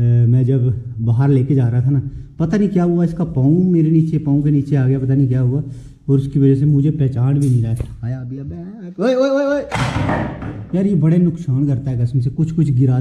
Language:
Hindi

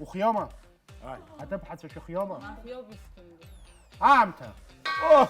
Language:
Abkhazian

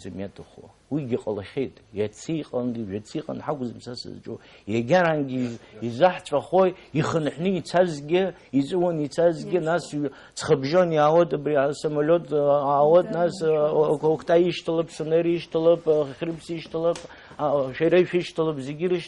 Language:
Abkhazian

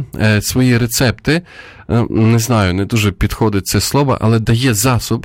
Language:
Ukrainian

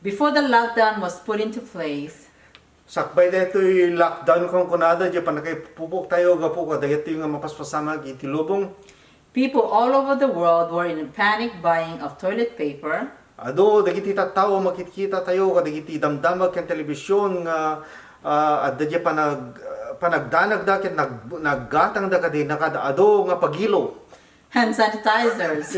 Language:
Iloko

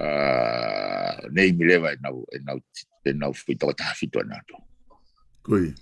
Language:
Tongan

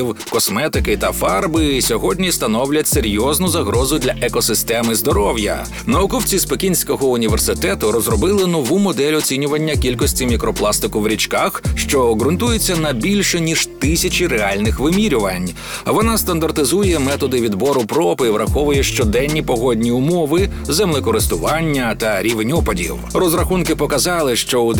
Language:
Ukrainian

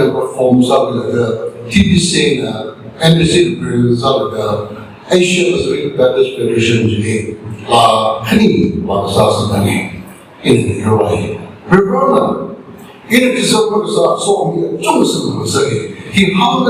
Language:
Tangkhul Naga (India)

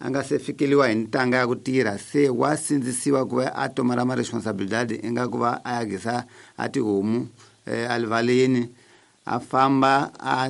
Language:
Tsonga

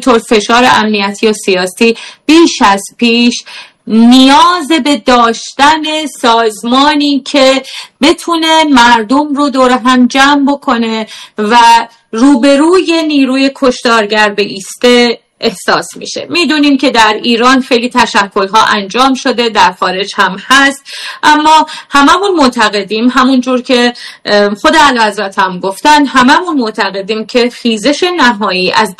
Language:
Persian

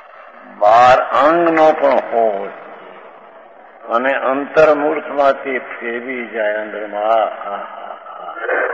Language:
Gujarati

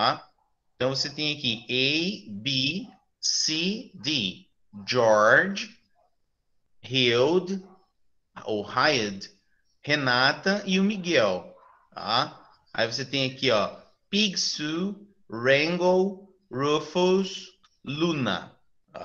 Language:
Portuguese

